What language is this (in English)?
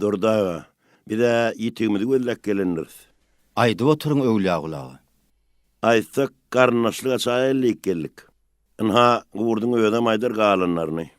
Turkmen